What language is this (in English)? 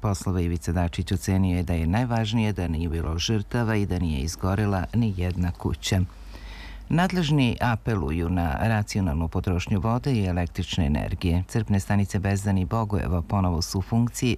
Serbian